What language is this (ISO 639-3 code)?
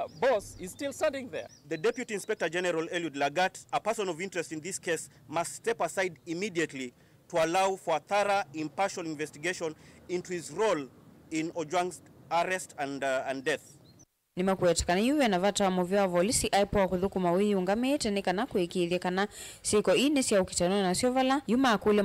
kam